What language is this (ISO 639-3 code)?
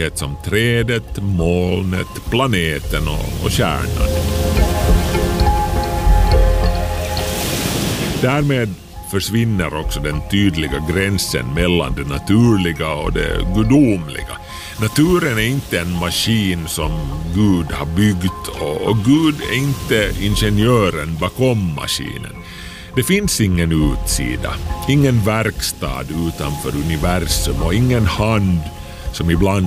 swe